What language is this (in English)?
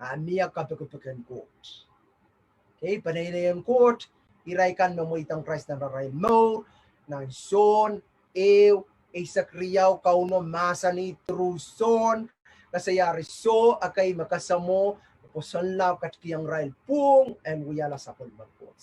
Pohnpeian